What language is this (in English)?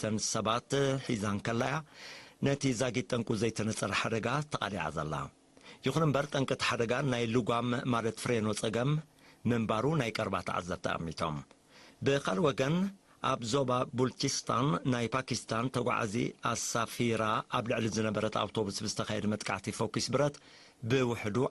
Tigrinya